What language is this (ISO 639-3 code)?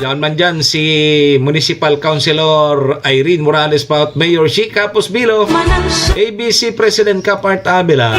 bik